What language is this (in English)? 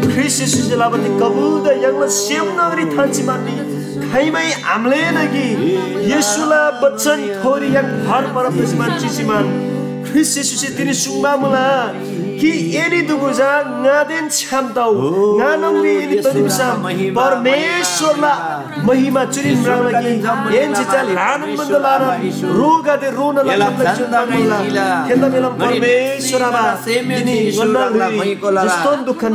Eastern Tamang